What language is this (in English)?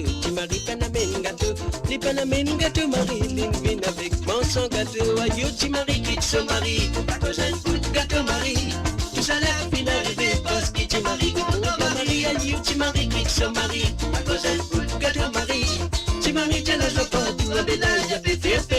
Morisyen